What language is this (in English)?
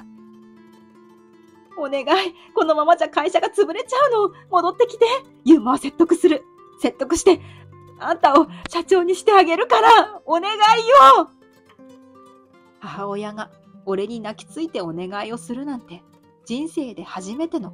Japanese